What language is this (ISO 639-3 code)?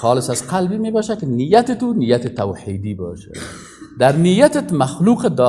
fas